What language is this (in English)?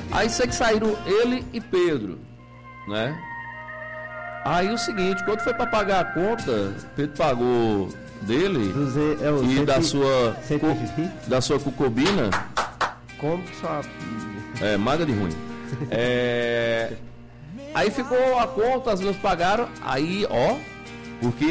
Portuguese